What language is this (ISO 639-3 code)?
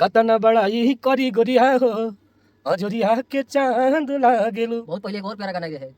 bho